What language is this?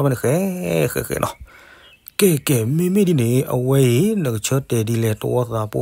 S'gaw Karen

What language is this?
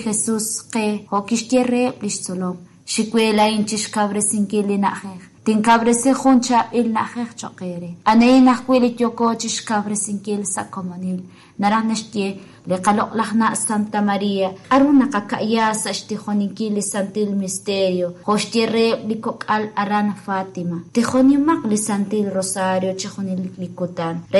Kekchí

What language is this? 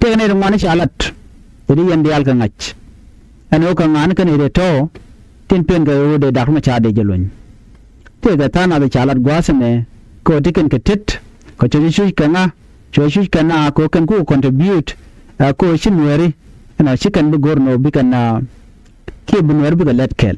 Nuer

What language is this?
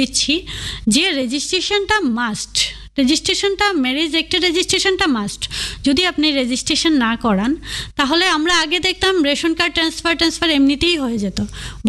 Bangla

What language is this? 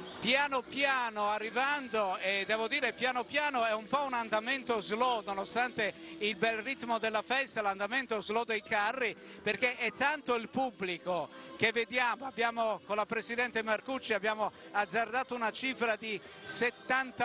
Italian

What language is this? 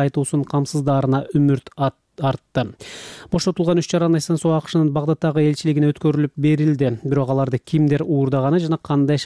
Kyrgyz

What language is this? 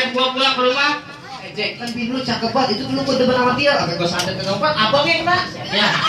Betawi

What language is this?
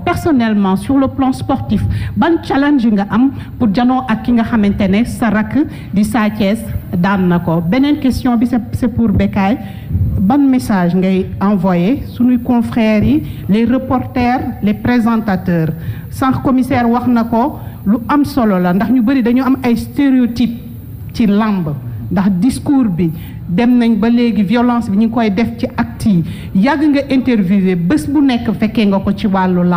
Wolof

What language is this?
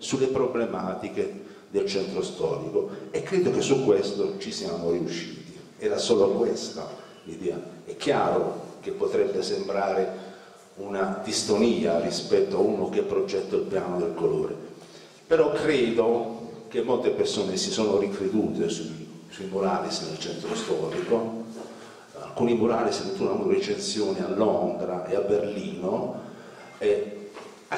Italian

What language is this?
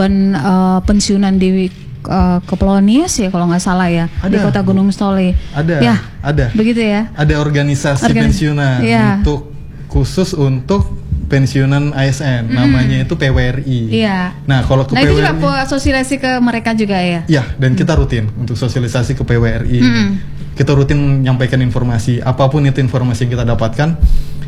Indonesian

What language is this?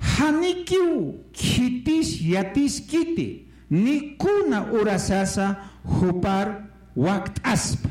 Aymara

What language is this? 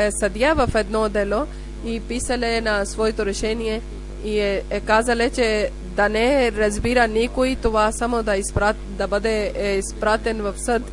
Bulgarian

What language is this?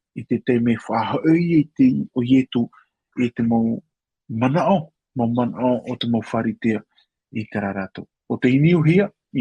Tahitian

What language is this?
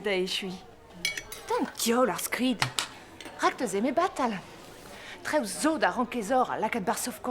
Breton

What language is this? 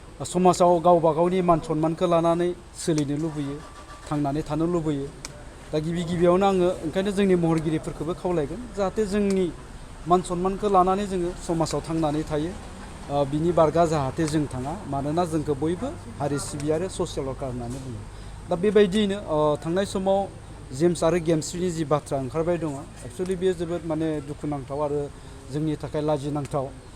Bodo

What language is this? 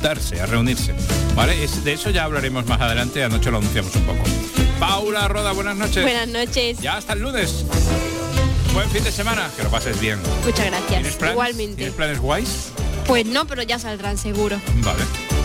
Spanish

